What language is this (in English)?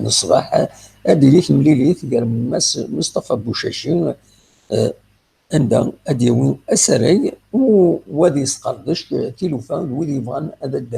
Kabyle